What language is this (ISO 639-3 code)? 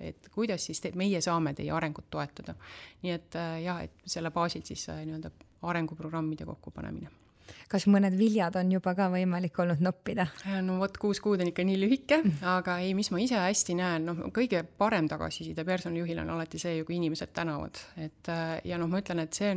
est